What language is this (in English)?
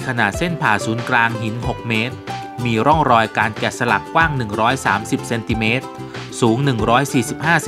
Thai